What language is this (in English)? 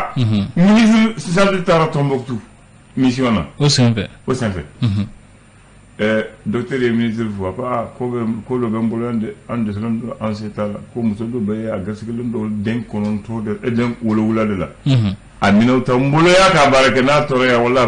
Bambara